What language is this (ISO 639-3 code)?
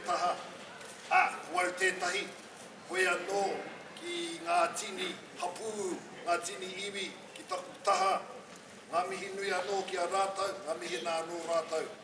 mri